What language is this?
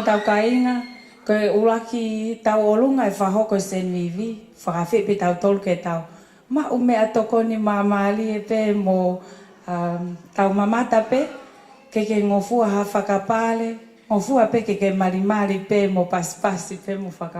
Tongan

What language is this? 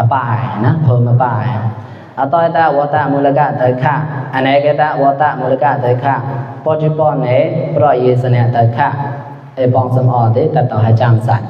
Mon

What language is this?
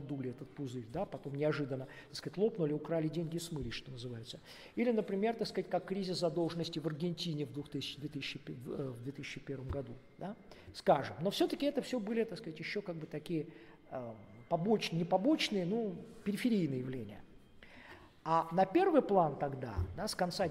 Russian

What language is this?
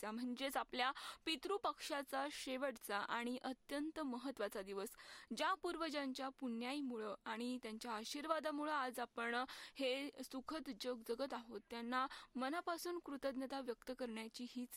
Marathi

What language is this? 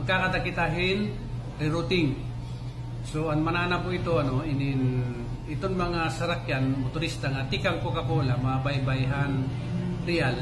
Waray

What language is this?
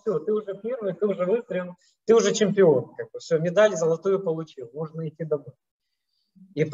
Russian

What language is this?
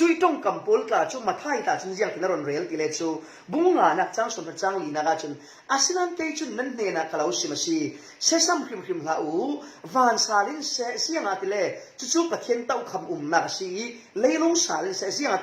Falam Chin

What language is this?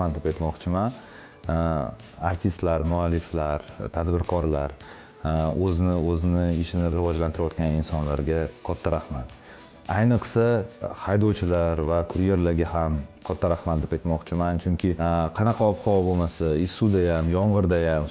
Uzbek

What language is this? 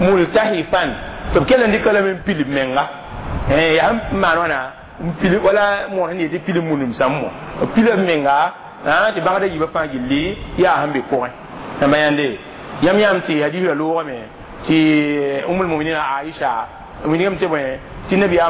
Mossi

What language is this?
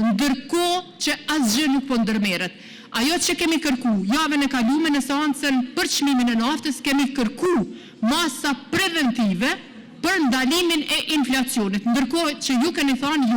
Albanian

